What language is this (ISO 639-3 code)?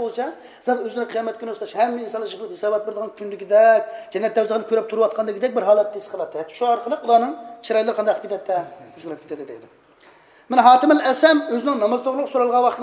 uig